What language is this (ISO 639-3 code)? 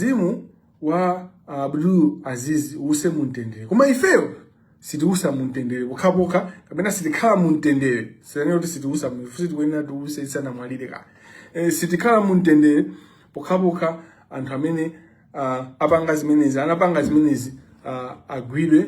nya